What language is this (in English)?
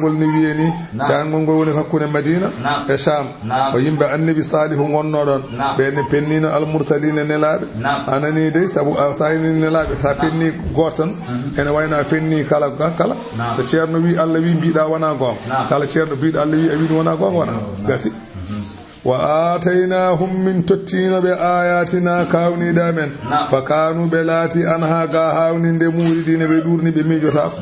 Fula